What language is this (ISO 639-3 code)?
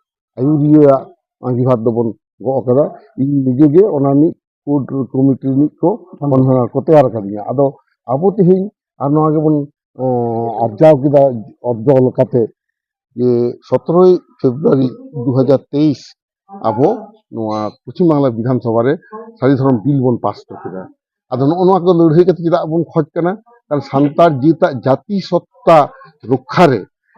sat